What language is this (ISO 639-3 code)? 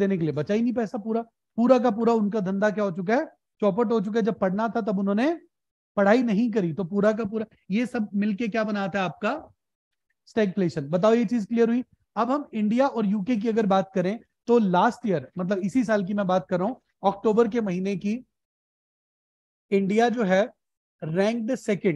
hin